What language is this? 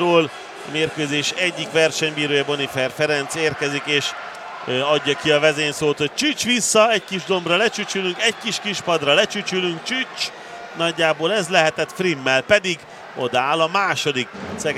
Hungarian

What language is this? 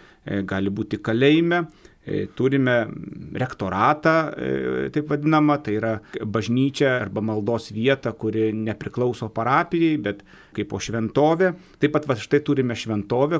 Lithuanian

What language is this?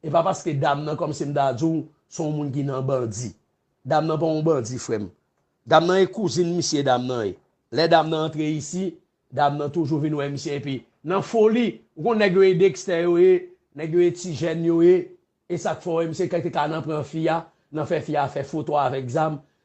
Haitian Creole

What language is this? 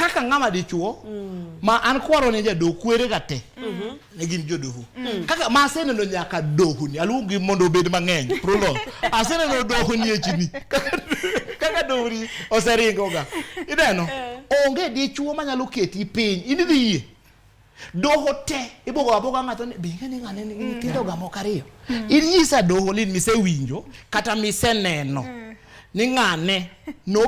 Luo (Kenya and Tanzania)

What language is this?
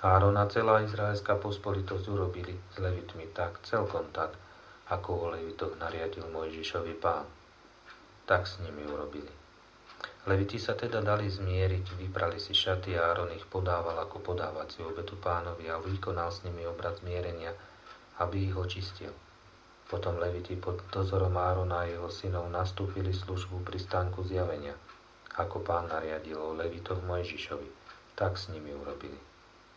Slovak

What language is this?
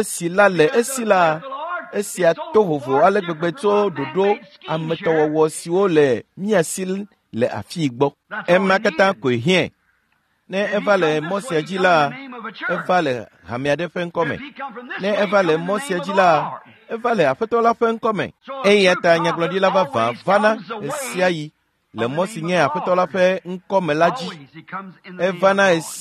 Ewe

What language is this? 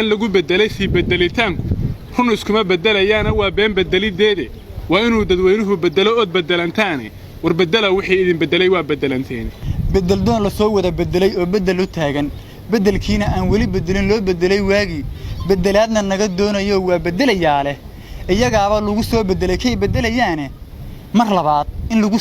Somali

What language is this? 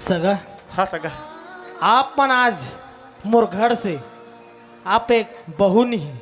Chhattisgarhi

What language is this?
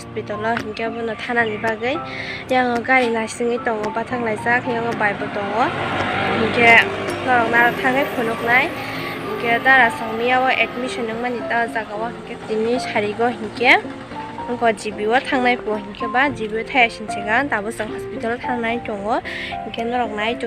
Kok Borok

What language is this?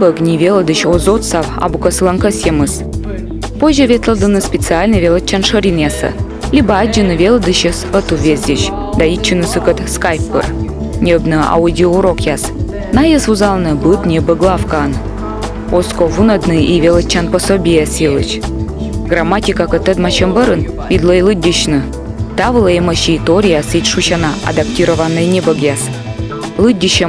Komi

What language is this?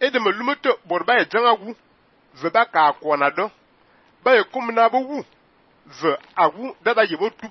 Fang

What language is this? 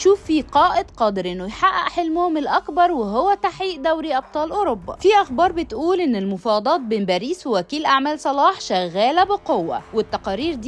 Egyptian Arabic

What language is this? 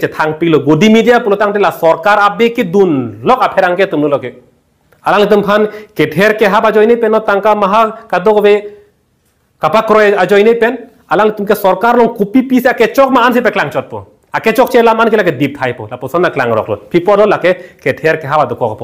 Karbi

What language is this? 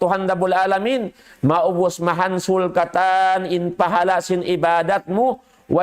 Tausug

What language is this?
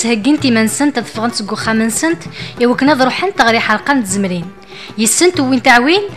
Kabyle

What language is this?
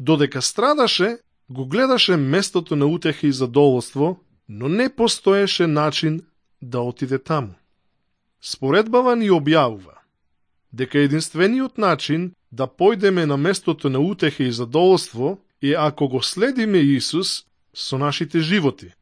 Macedonian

